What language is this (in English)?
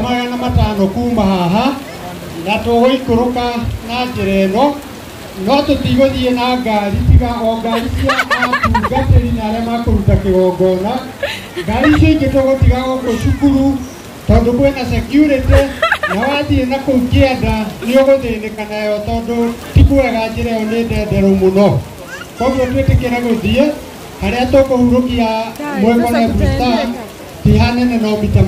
Kikuyu